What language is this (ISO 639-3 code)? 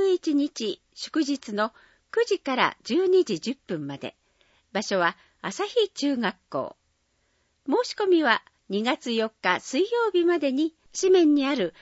jpn